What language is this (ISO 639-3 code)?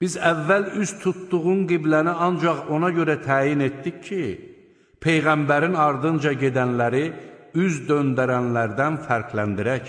aze